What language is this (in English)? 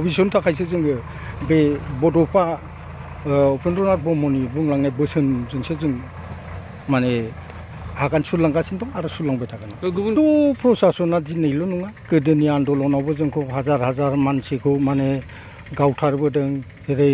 Bodo